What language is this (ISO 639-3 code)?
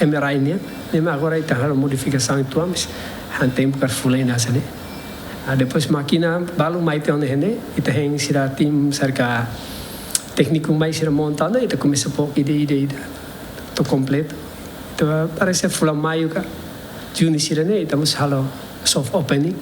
tet